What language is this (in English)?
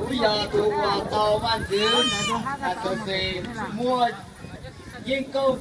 Hmong